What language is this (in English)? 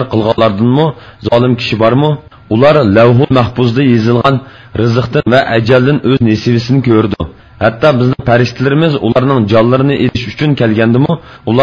Uyghur